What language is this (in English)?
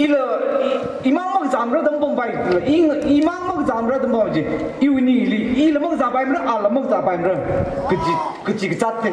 Tangkhul Naga (India)